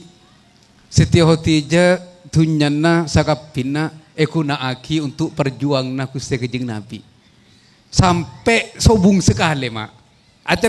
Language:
Madurese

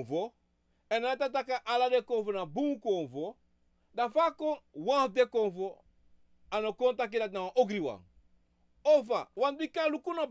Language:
Sranan Tongo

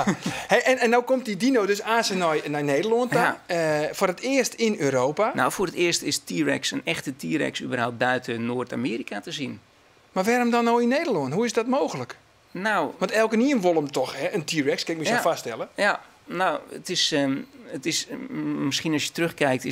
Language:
Western Frisian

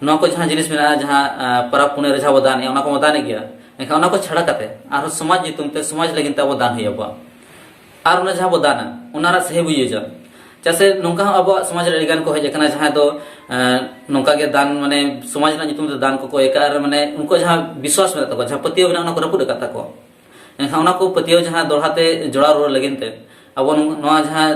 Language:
Santali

